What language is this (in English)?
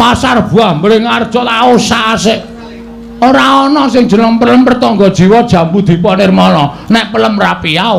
Javanese